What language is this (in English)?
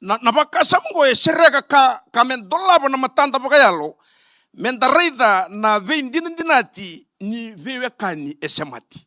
Fijian